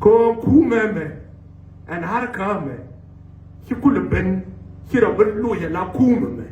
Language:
Nuer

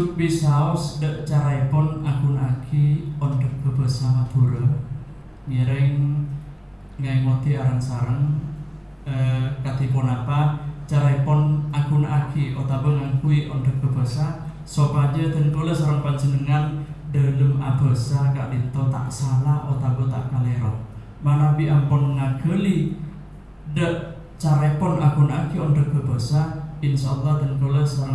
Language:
Madurese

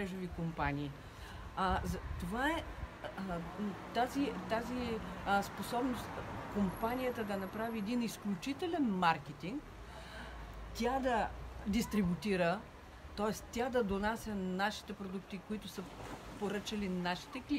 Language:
Bulgarian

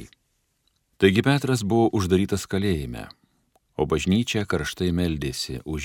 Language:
Lithuanian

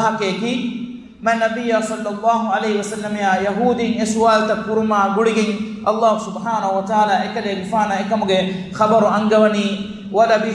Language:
Divehi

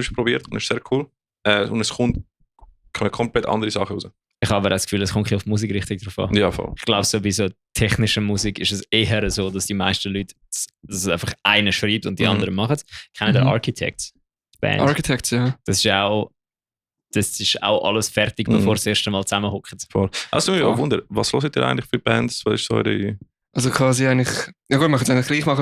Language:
Swiss German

